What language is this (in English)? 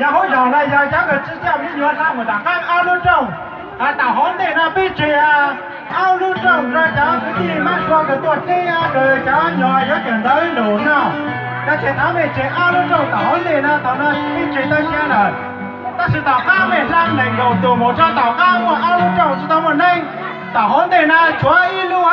Hmong